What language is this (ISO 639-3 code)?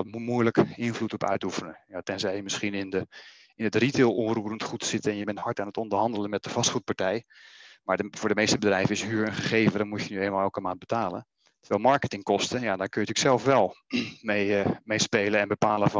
nld